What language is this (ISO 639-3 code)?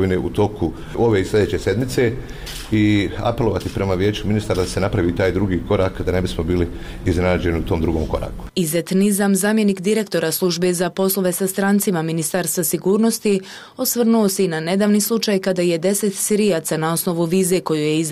bos